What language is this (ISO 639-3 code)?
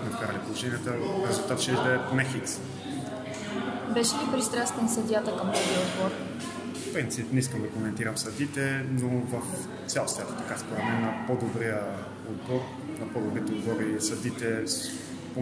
bul